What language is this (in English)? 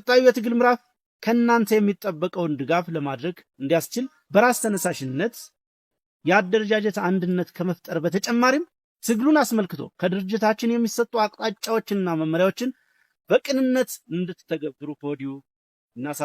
Amharic